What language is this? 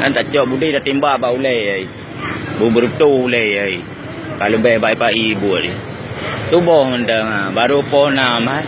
Achinese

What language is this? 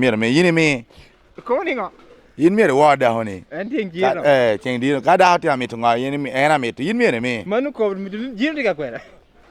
Lango (Uganda)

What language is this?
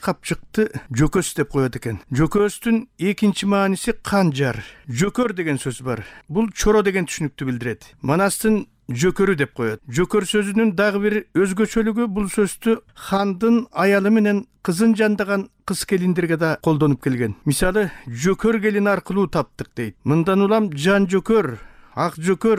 Kyrgyz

